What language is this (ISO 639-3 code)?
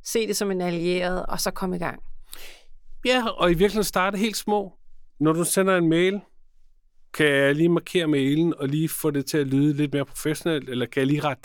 dan